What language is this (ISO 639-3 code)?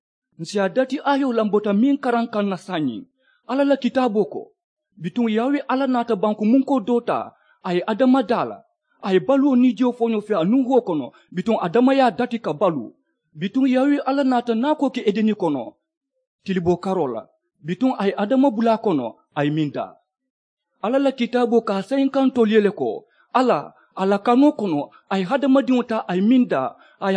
man